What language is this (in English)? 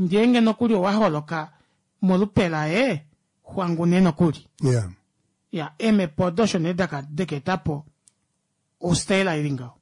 Kuanyama